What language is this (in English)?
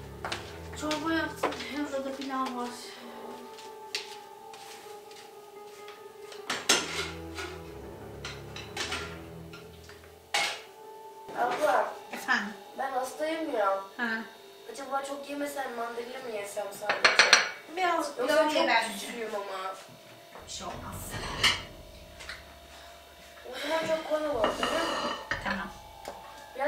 Turkish